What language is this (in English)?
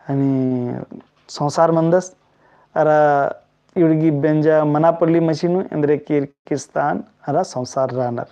Kurukh